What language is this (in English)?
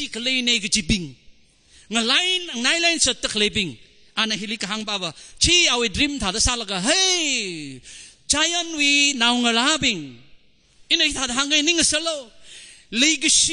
Tangkhul Naga (India)